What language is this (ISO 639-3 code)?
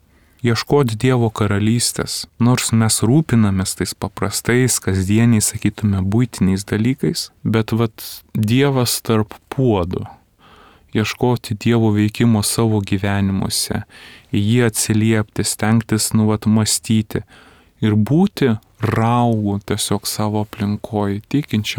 lit